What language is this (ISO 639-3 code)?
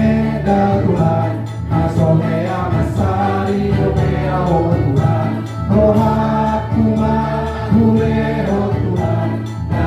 bbc